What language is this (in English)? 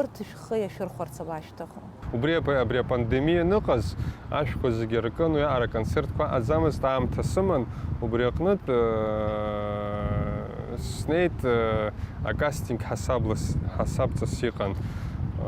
Abkhazian